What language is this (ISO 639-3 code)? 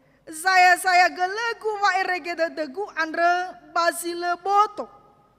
nia